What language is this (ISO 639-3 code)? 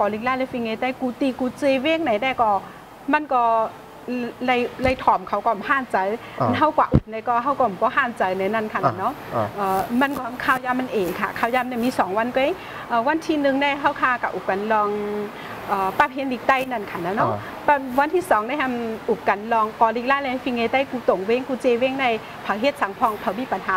shn